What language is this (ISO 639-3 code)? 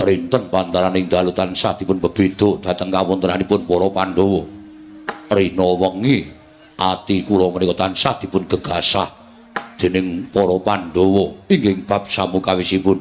jav